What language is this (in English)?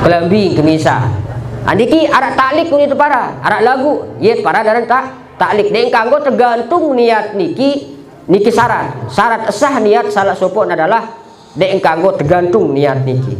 Sasak